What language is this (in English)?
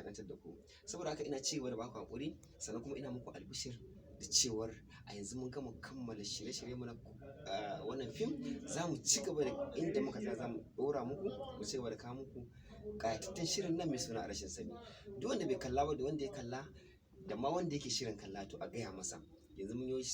Hausa